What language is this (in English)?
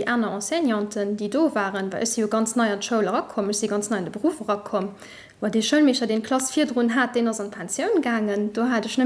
Luxembourgish